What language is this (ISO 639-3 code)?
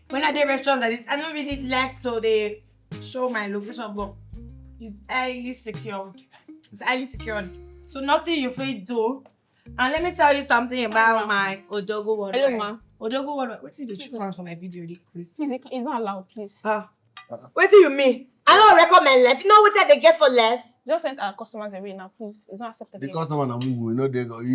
pcm